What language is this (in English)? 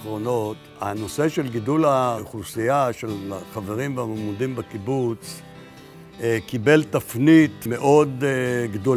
Hebrew